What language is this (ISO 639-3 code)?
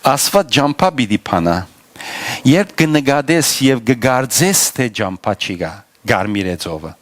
hyw